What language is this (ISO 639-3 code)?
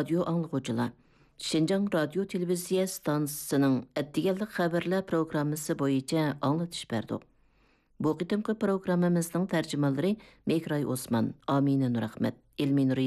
uig